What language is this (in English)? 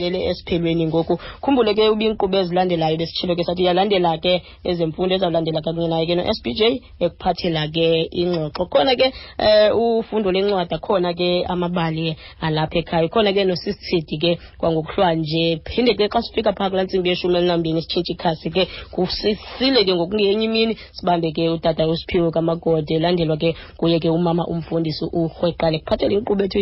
Xhosa